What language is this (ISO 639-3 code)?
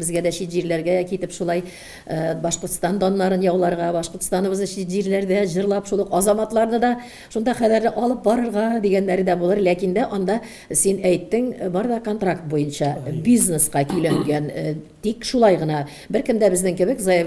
tat